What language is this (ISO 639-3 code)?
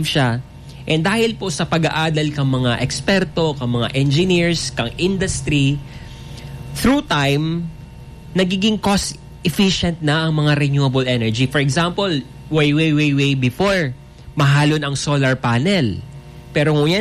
bik